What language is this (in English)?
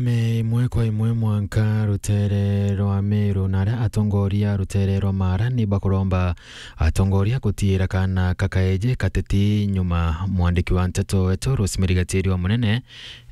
Meru